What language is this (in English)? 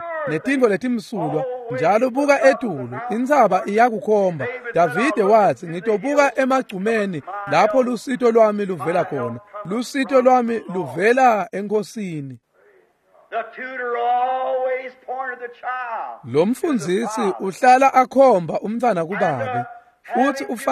Swati